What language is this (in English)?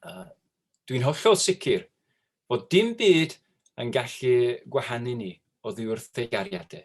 Welsh